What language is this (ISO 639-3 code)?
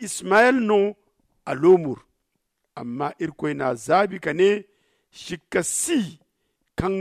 dje